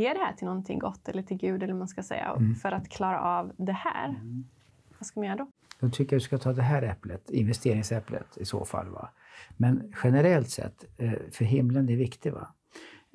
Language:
Swedish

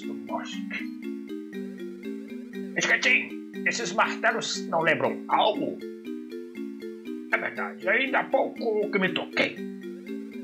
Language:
Portuguese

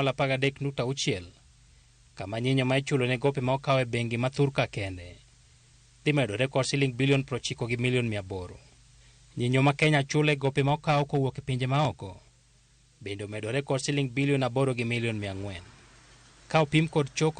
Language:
Luo (Kenya and Tanzania)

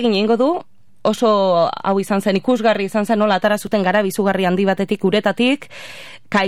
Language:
Basque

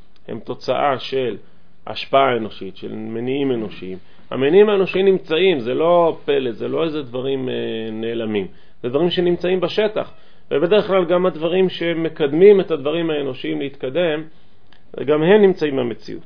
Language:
Hebrew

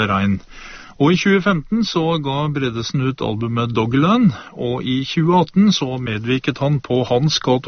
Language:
Norwegian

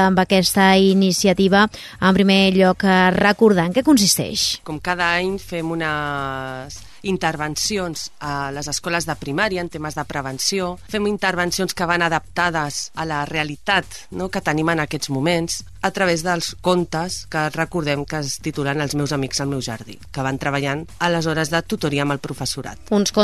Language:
Catalan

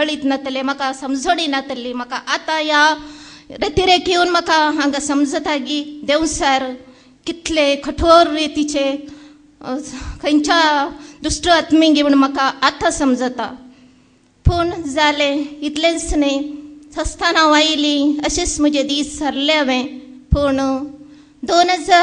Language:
Konkani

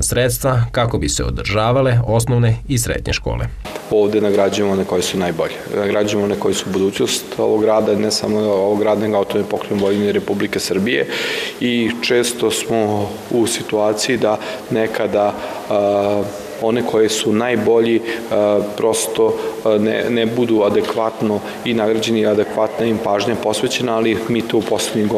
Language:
Serbian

